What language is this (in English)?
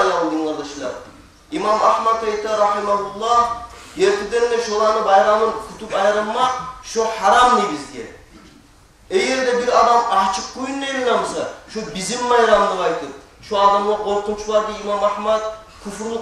Kumyk